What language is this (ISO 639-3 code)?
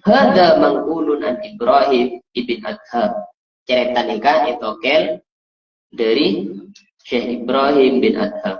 mad